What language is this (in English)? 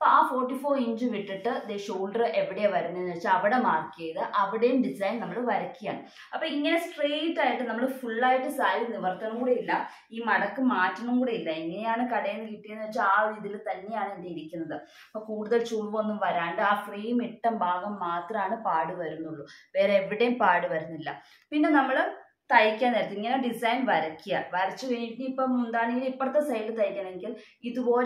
Malayalam